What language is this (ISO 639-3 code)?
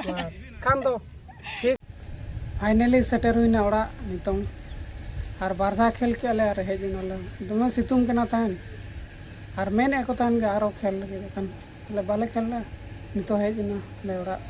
sat